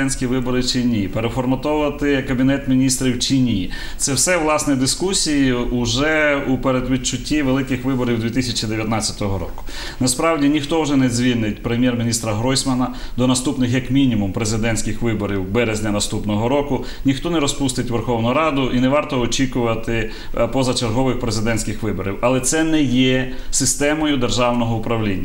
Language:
Ukrainian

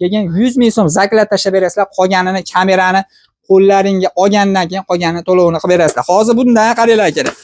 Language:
Uzbek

